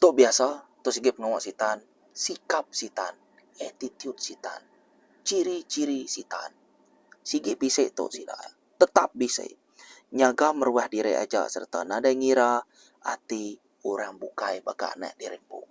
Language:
Iban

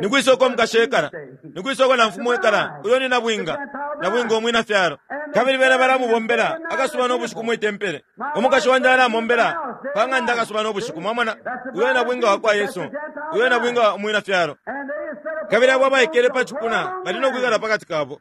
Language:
Bemba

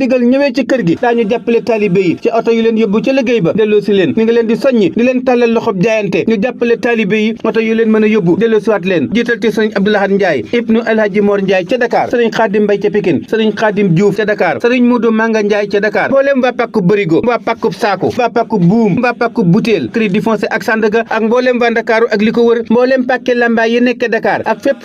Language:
Wolof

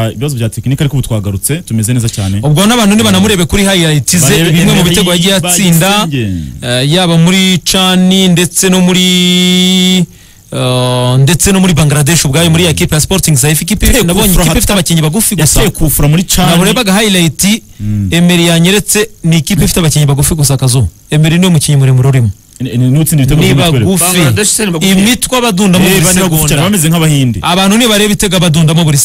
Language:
Kinyarwanda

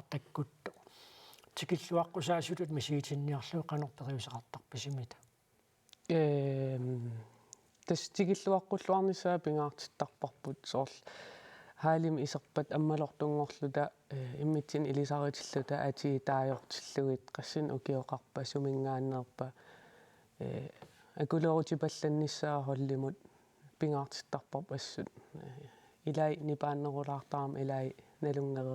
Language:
Kalaallisut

